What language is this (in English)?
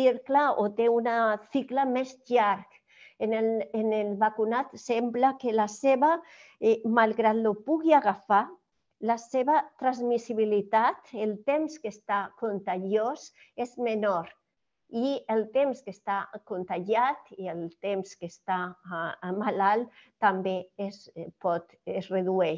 Catalan